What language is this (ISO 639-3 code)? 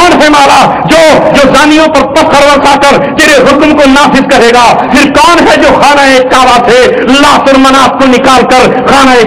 urd